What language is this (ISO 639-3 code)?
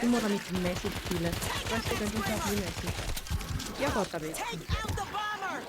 gsw